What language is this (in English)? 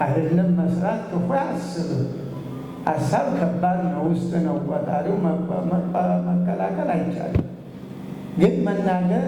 Amharic